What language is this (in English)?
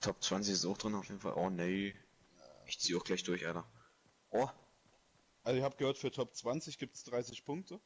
Bavarian